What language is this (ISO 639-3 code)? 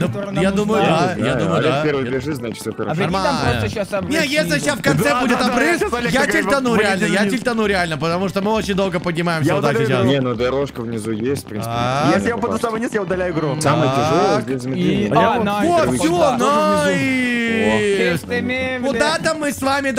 rus